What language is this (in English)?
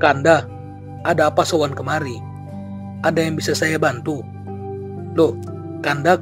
Betawi